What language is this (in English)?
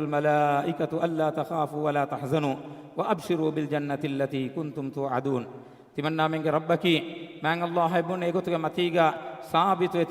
Divehi